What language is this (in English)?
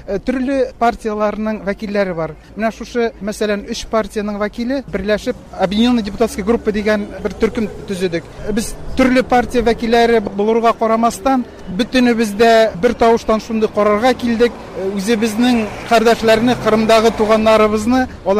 Tatar